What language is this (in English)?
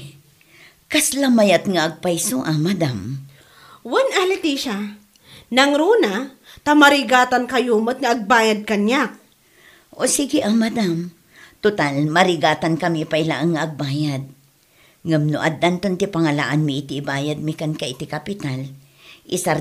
Iloko